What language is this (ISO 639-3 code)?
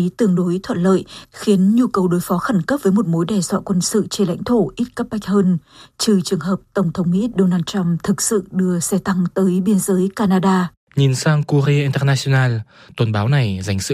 vie